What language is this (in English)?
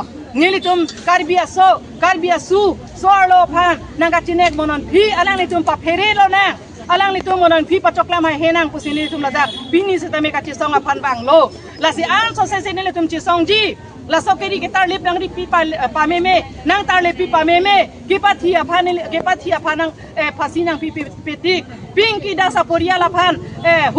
Karbi